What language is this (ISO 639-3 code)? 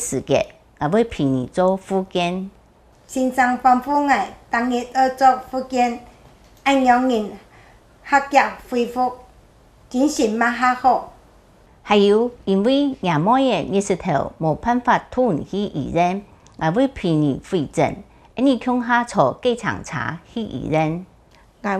hak